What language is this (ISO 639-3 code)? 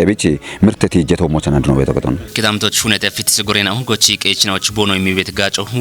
kbr